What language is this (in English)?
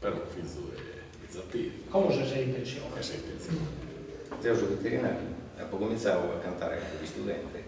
Sardinian